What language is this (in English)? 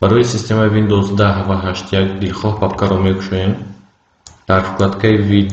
Tajik